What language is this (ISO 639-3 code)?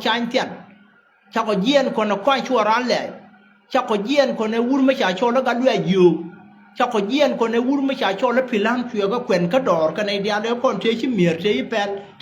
nus